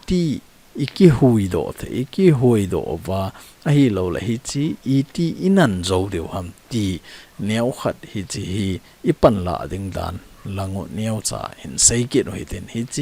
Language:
Thado Chin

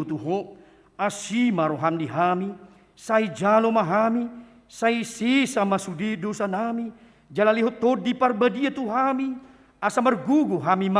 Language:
Batak Toba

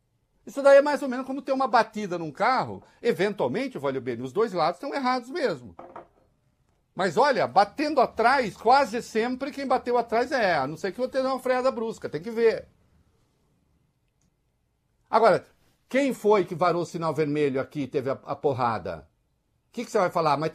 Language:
Portuguese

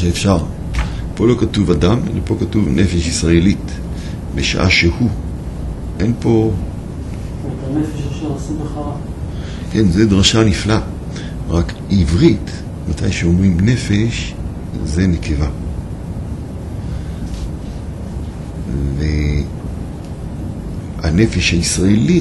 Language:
Hebrew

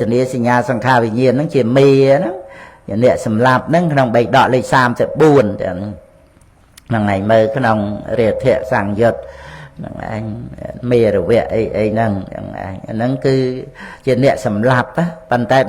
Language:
Khmer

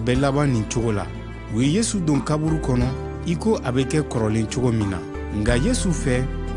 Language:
Bambara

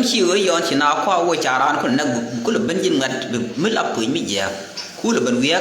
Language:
Nuer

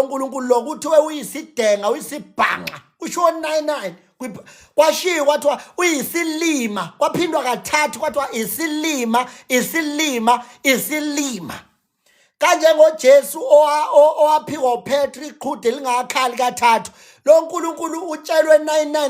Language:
Zulu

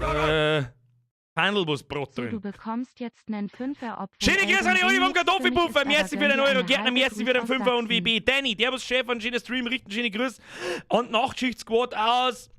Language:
Bavarian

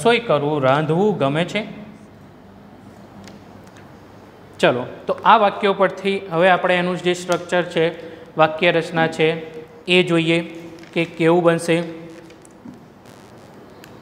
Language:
Gujarati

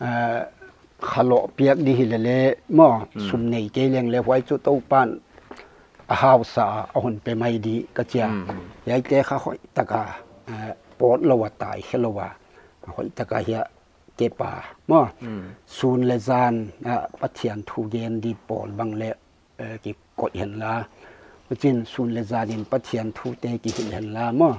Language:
Paite Chin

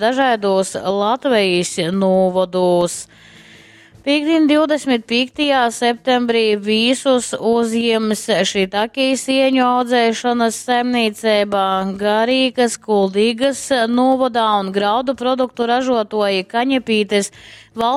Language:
Latgalian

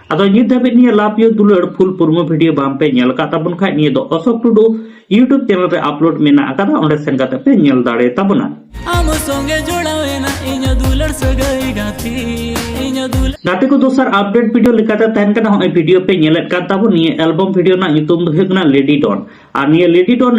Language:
Santali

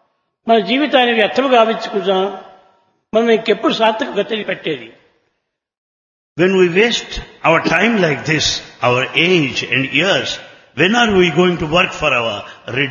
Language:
Telugu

